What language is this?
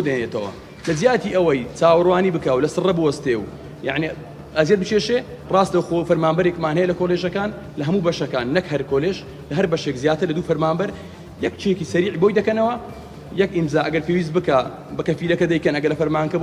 Central Kurdish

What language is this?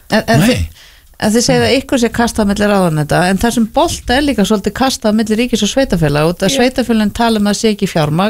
Icelandic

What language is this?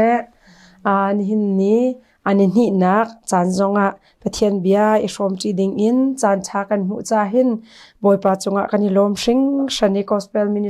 Hakha Chin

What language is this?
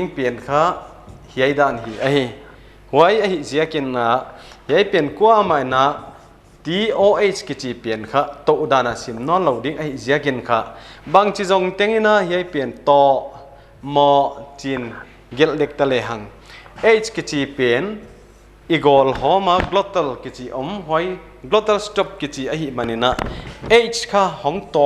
Paite Chin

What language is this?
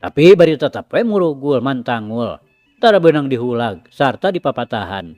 Sundanese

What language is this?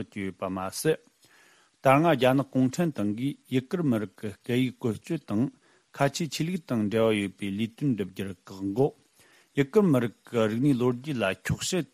Tibetan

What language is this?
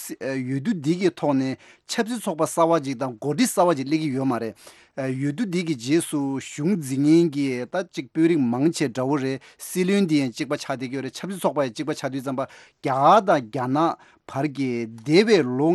Tibetan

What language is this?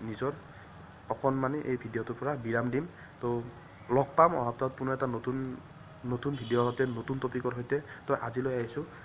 Assamese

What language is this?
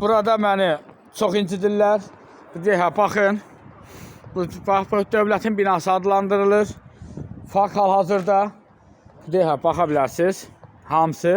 Azerbaijani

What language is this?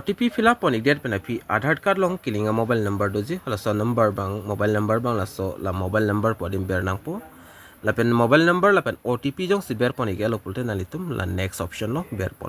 Karbi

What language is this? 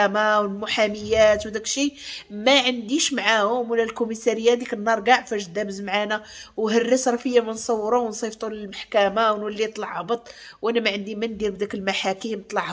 Moroccan Arabic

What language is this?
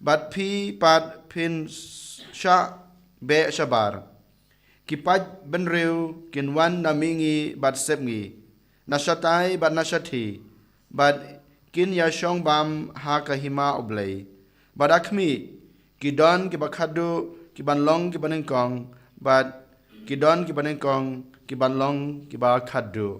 Khasi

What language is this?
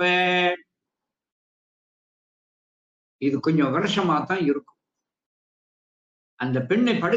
Tamil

